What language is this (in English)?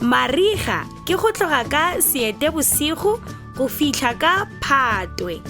Tswana